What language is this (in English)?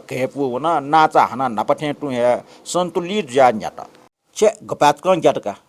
Newari